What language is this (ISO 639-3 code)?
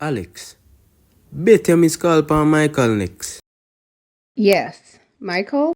jam